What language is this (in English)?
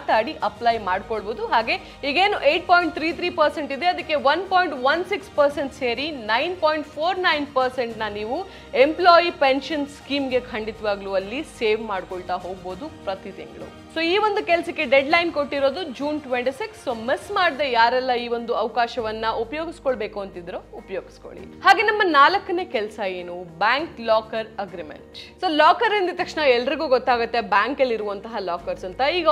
Kannada